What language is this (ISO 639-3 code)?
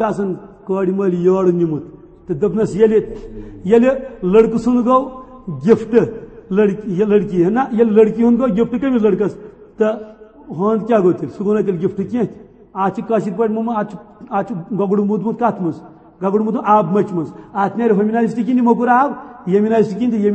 kas